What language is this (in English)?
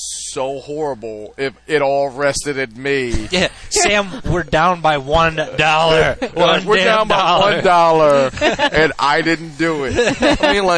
English